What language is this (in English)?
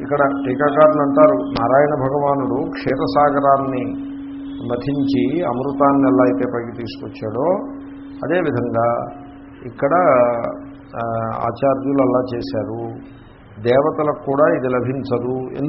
Telugu